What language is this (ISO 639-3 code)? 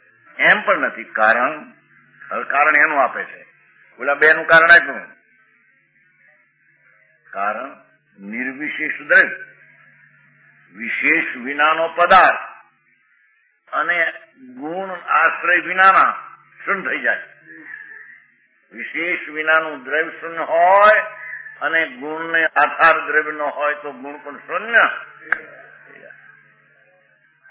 guj